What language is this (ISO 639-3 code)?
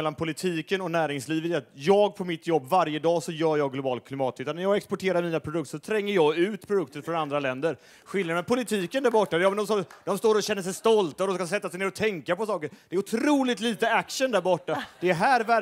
swe